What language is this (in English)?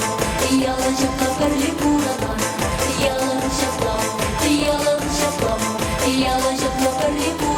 Chuvash